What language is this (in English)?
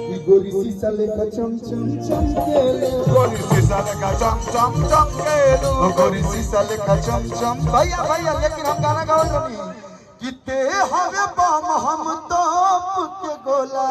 Magahi